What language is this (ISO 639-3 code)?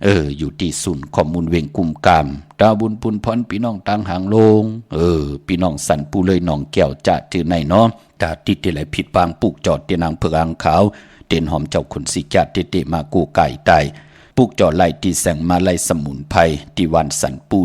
shn